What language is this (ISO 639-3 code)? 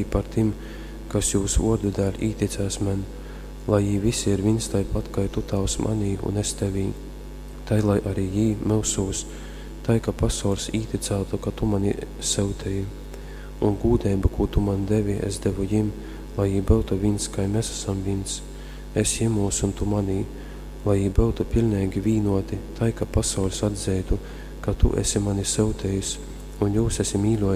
ltg